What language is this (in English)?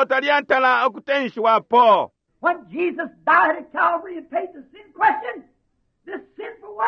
Bemba